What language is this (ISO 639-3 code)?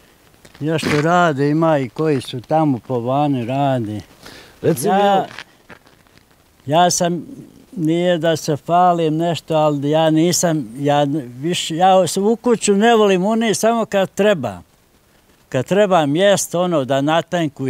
bos